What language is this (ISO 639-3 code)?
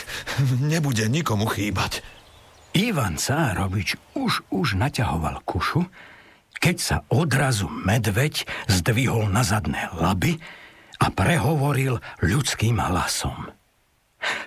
slk